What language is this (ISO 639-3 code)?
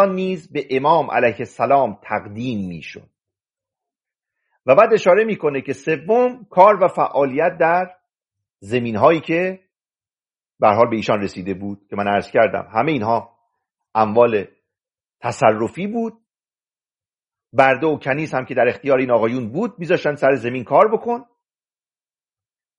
fas